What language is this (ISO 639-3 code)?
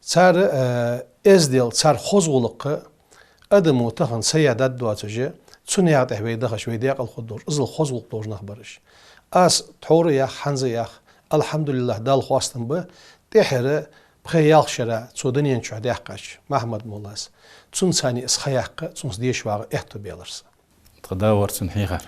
inh